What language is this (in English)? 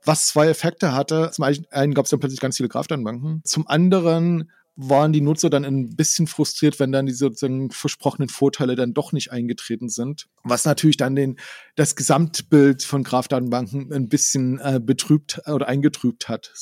German